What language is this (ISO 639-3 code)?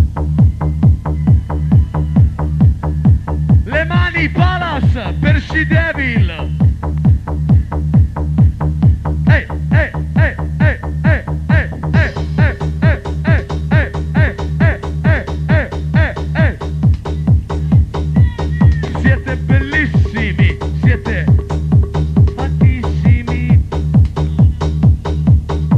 ita